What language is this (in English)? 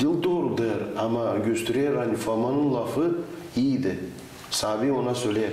Gagauz